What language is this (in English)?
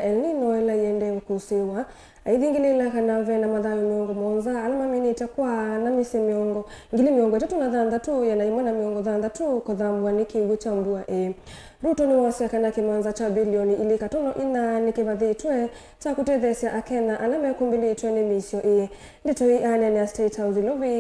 Kamba